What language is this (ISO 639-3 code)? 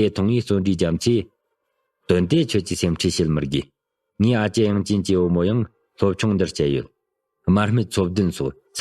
bod